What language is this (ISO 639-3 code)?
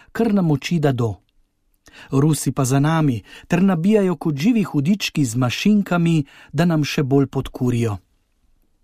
slv